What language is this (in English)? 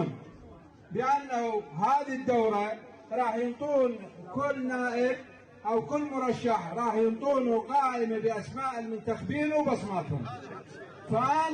Mesopotamian Arabic